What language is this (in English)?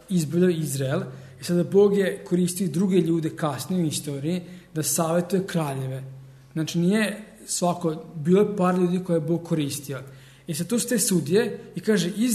Serbian